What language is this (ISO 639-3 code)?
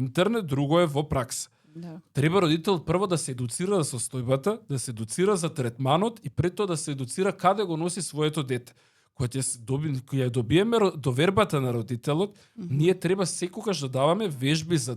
mkd